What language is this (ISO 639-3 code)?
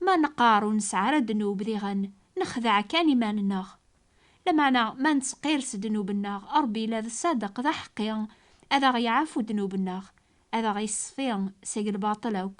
kab